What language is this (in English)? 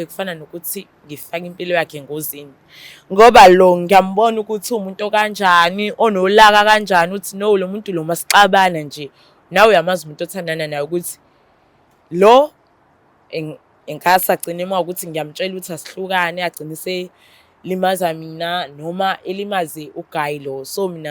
Zulu